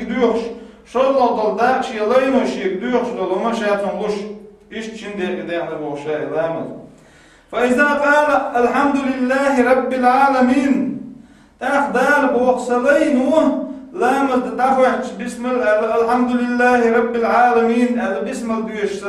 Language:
Chechen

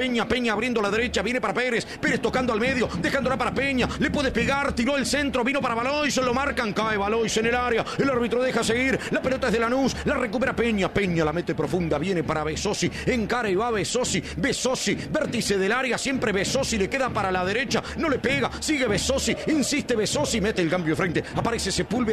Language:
Spanish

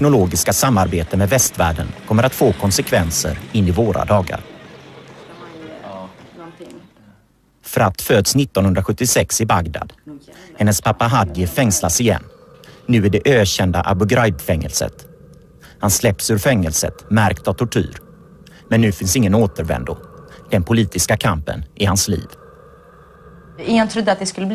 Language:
Swedish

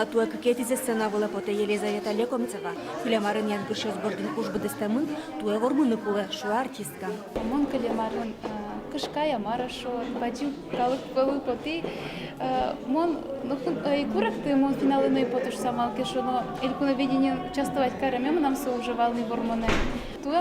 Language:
Udmurt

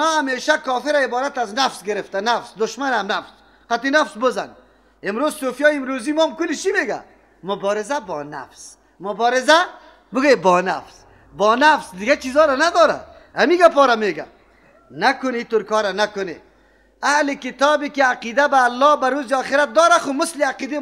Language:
Persian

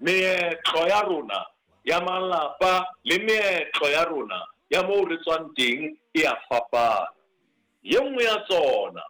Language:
Southern Sotho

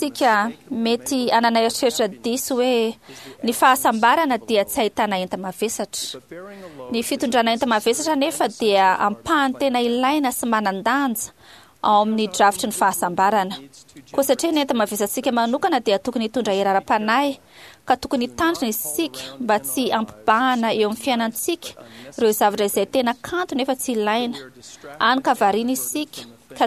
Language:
Malagasy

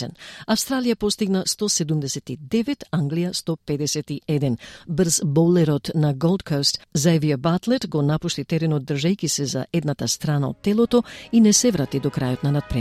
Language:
Macedonian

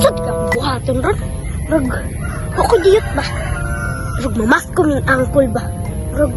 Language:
Cebuano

